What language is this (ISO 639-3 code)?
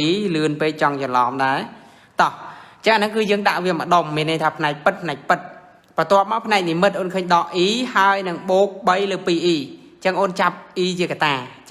khm